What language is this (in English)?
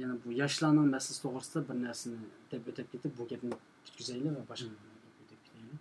Uyghur